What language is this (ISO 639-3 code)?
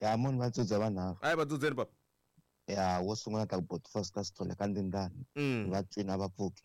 tso